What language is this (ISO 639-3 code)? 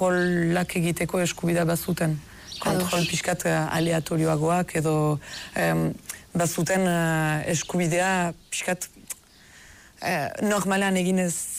eus